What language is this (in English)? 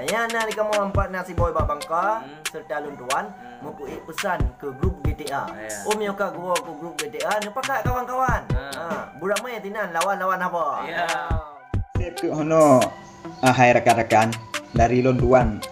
Achinese